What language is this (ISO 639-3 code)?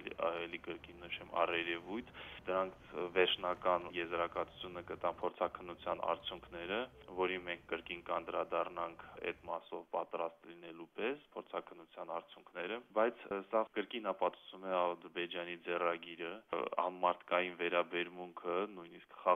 hye